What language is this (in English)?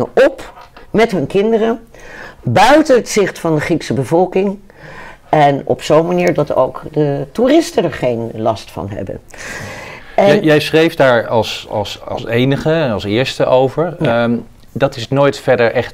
Dutch